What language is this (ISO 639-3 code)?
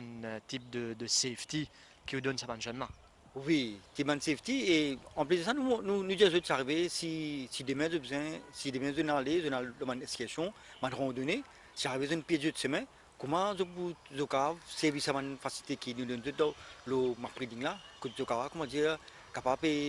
mfe